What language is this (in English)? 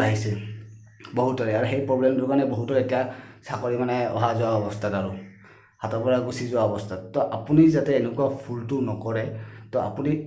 Assamese